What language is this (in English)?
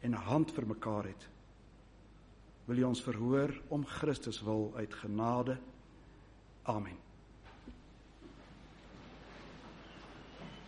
Afrikaans